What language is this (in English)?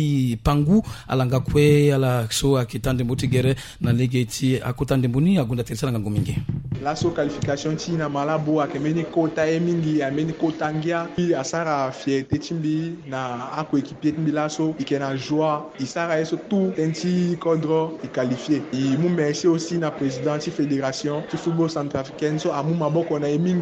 Sango